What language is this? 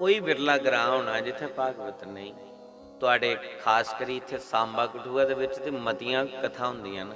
Dogri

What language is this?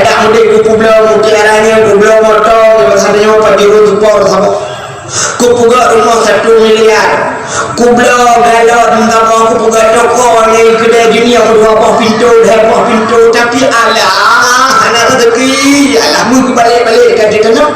Achinese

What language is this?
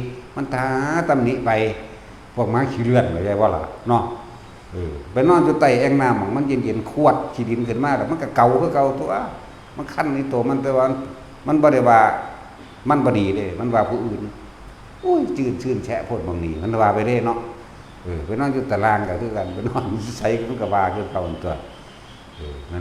Northeastern Thai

